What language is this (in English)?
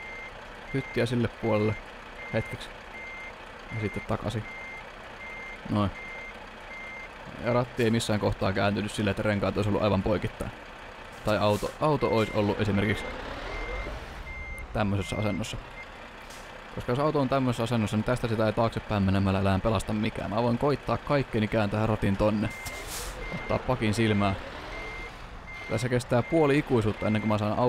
Finnish